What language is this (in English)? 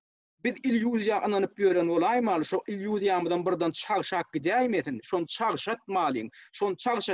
Turkmen